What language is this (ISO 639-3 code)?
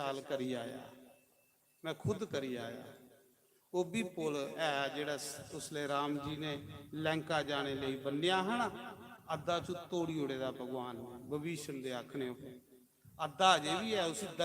doi